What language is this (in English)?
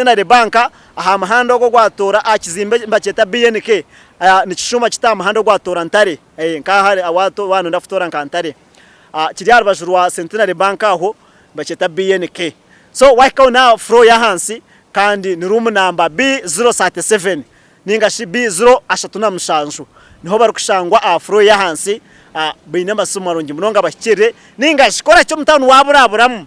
Nyankole